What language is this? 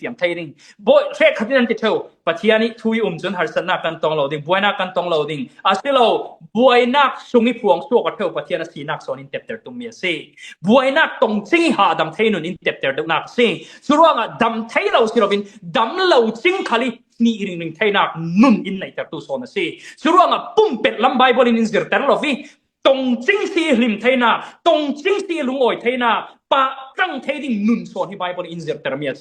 Falam Chin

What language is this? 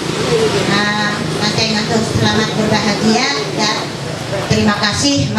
Ma'anyan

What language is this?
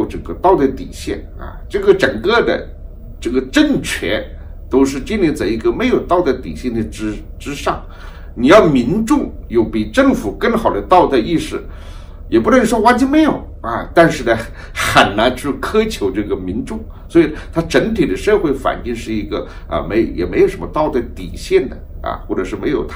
Chinese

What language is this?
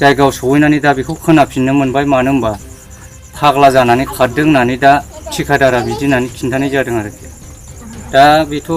Bodo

